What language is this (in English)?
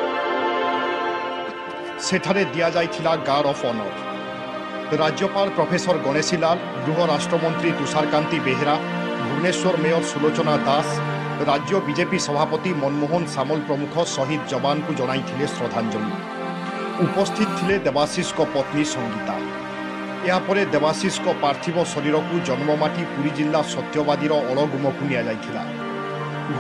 Odia